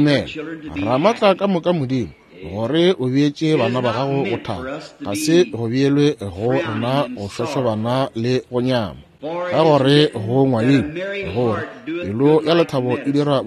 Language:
Northern Sotho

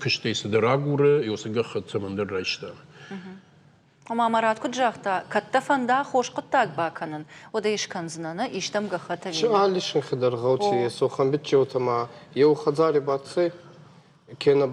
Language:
Ossetic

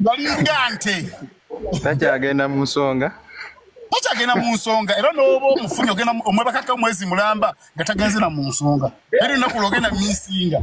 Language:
Ganda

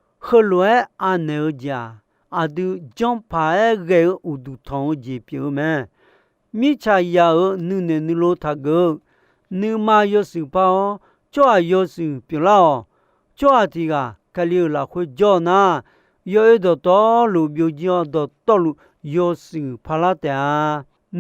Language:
Akha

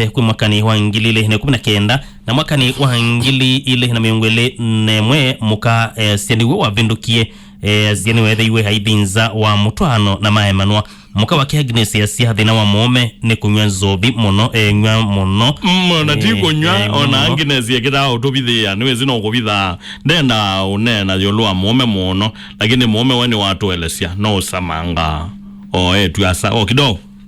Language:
Kamba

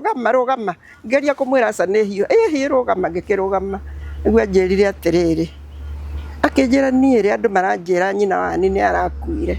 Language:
Kikuyu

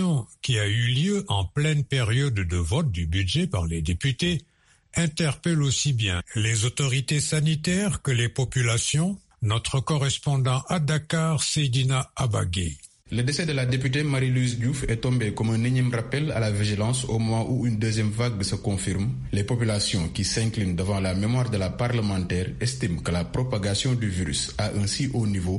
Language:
French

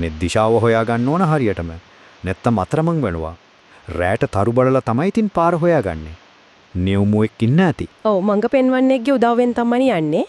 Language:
Sinhala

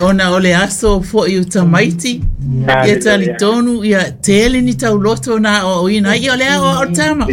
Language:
Samoan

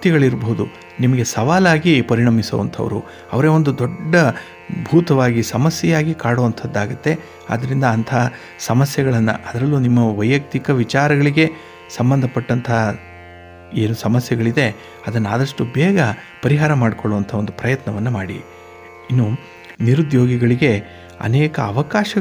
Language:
Kannada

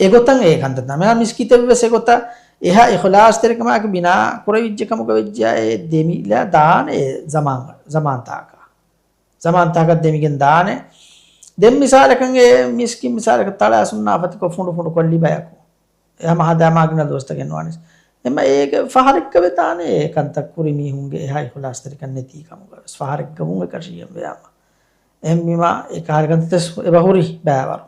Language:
Divehi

